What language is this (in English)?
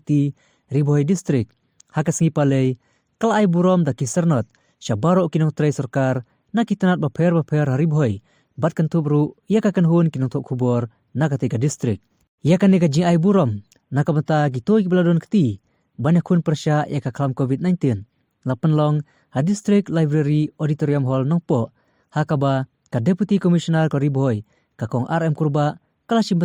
Khasi